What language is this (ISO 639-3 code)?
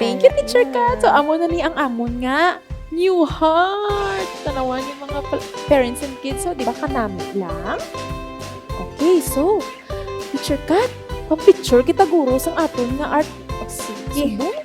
hil